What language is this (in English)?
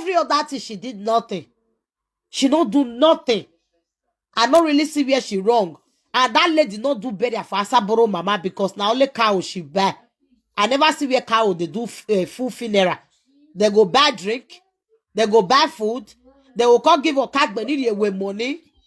Nigerian Pidgin